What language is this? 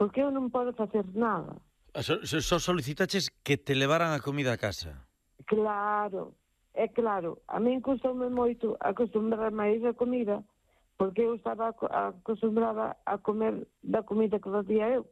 Galician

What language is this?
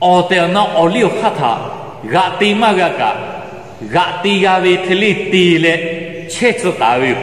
Lahu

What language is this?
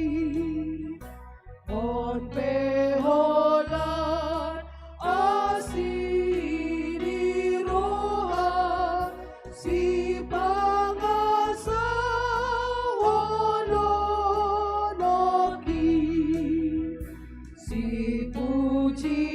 Batak Toba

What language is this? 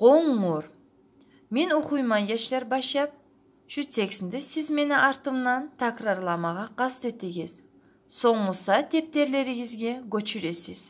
Kumyk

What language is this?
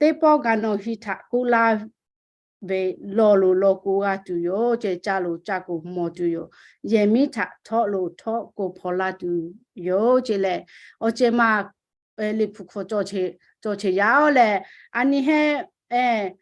Lahu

